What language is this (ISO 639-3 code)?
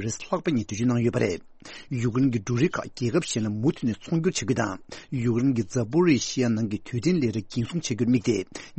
bod